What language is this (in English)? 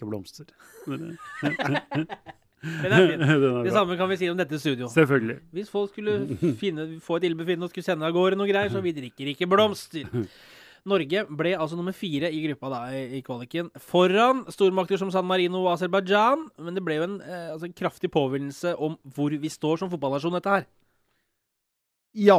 Norwegian